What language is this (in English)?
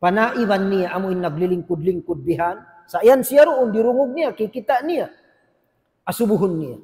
Tausug